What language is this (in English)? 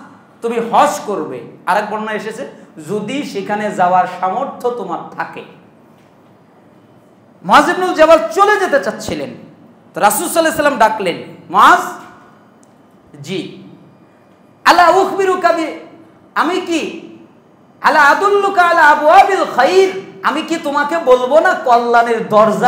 Bangla